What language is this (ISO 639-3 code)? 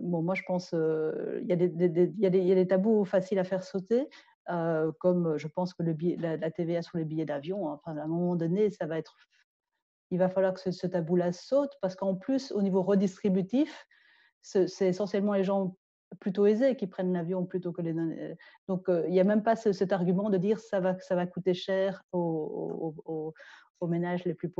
fra